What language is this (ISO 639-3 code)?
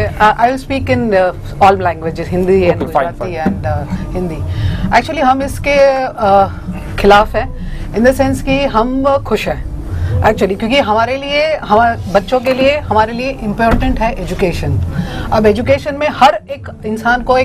guj